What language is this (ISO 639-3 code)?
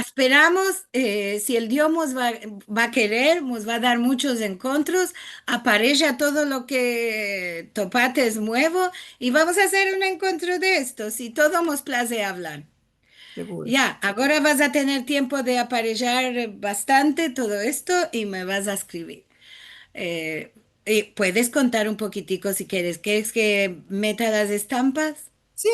lad